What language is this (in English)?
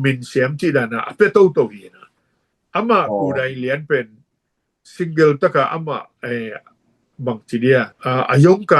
Tedim Chin